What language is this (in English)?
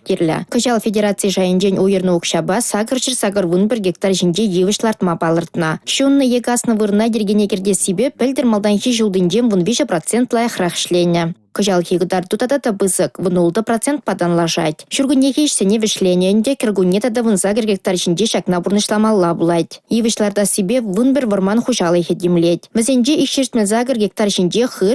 Chuvash